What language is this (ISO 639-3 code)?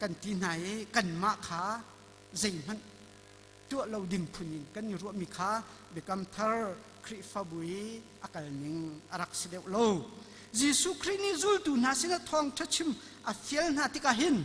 cnh